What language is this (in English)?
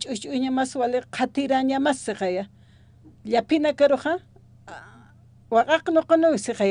Aymara